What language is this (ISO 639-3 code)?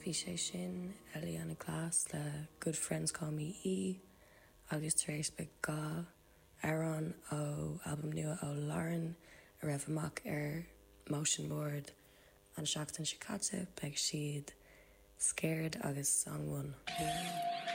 gle